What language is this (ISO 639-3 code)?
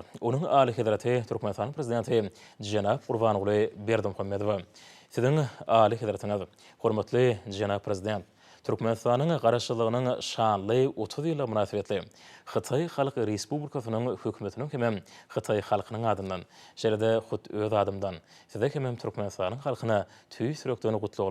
tuk